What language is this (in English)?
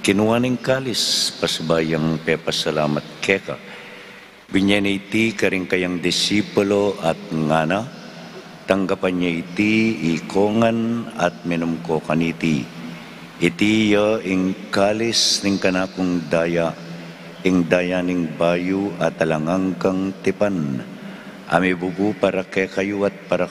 Pampanga